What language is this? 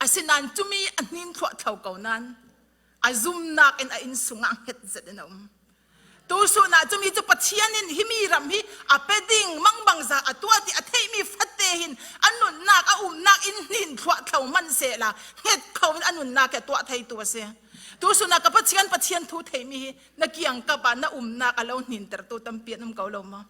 Falam Chin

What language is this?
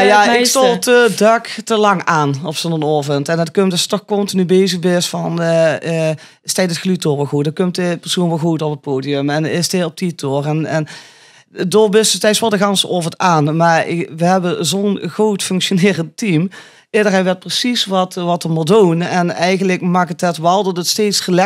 Limburgish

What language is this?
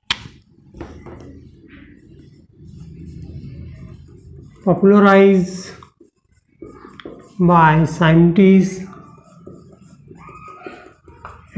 Marathi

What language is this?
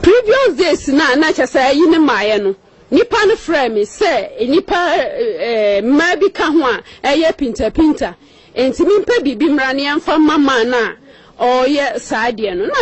Akan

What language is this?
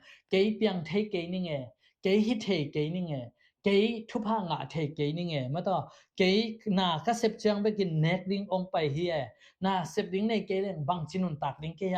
Tedim Chin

